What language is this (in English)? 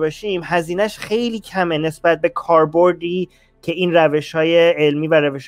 Persian